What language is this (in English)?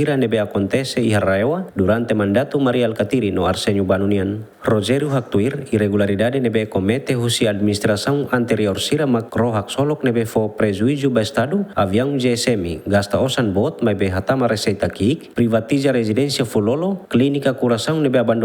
Tetum